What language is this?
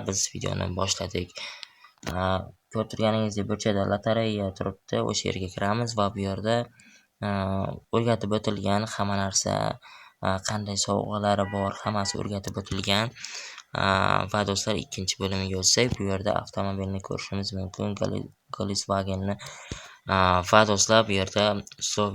Uzbek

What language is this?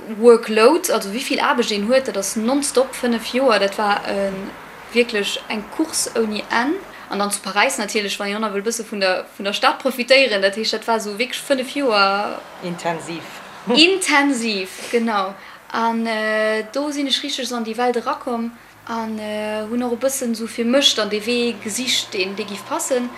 Luxembourgish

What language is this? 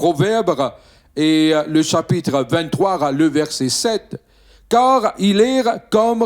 Morisyen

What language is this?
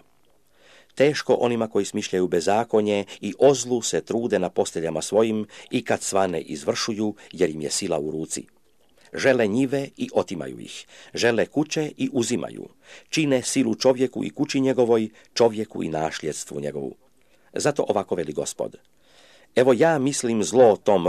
Croatian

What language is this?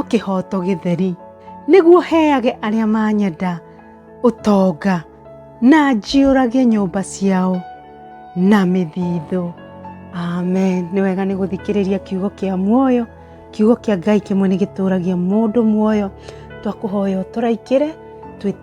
Kikuyu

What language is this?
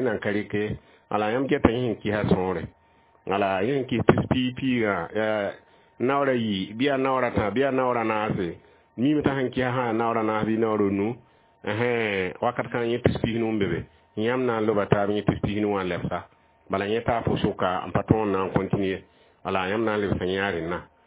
Mossi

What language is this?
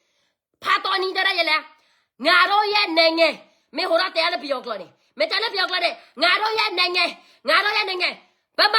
S'gaw Karen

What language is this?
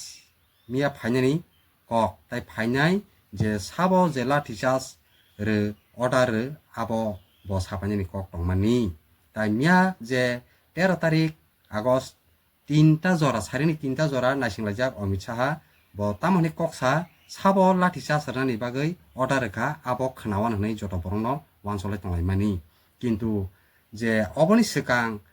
Kok Borok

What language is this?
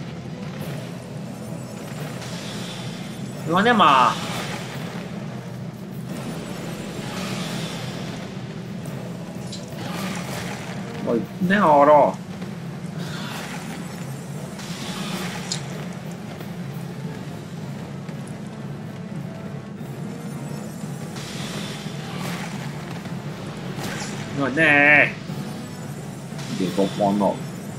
Hungarian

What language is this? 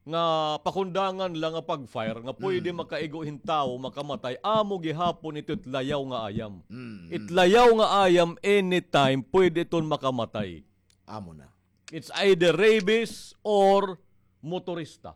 Waray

